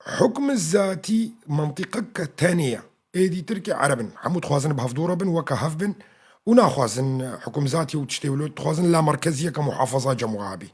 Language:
North Levantine Arabic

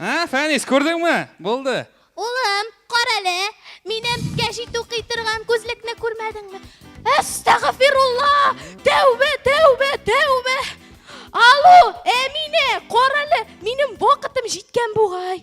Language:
Tatar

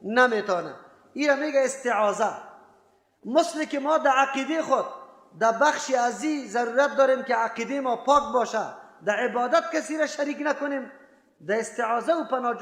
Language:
Persian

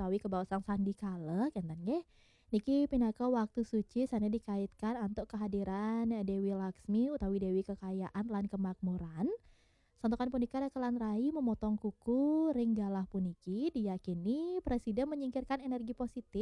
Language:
Balinese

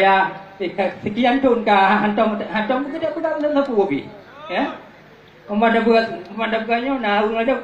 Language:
Achinese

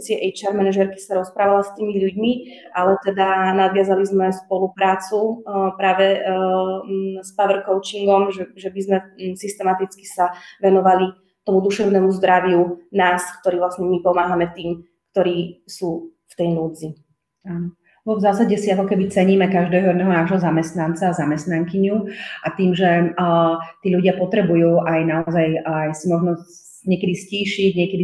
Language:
Slovak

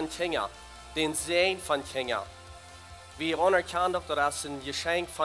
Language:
Plautdietsch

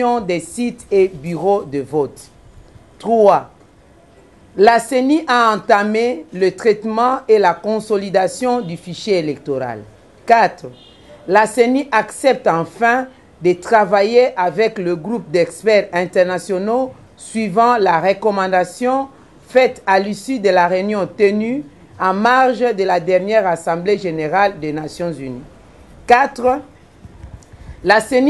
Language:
French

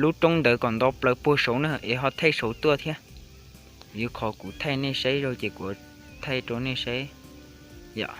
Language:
Hmong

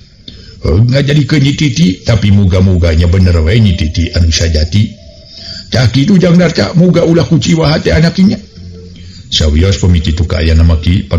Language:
Sundanese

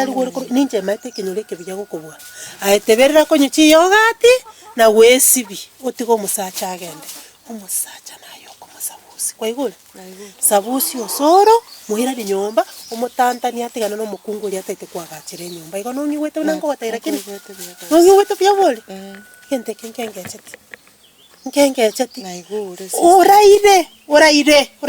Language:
Gusii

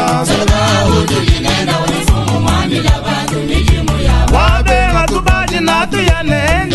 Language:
Luba-Lulua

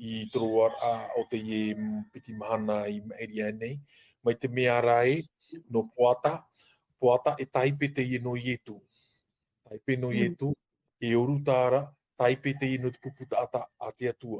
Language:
Tahitian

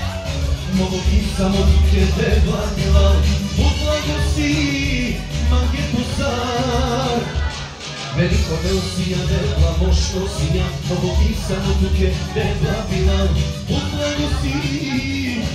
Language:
Bulgarian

